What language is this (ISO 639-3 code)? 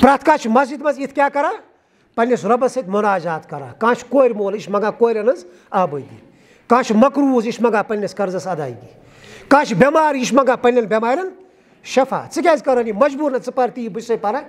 kas